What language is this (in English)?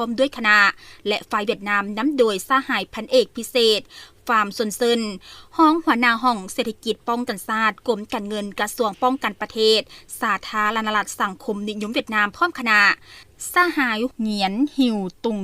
Lao